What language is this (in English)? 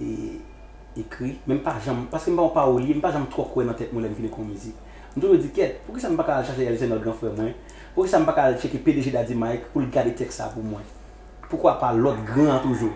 Haitian Creole